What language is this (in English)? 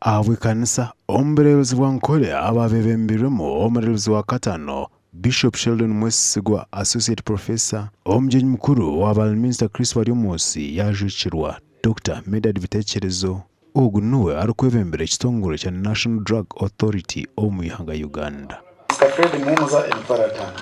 Nyankole